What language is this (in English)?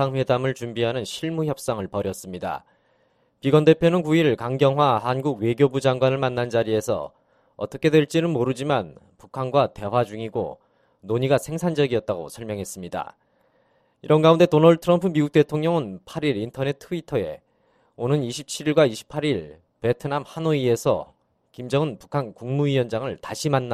Korean